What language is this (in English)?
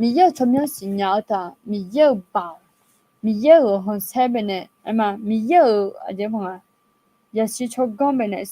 Akha